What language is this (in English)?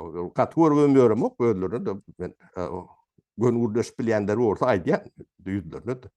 Turkmen